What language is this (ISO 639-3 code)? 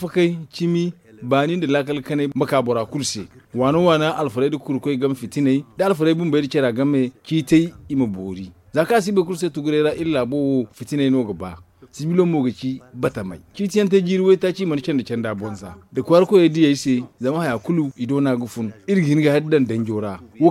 dje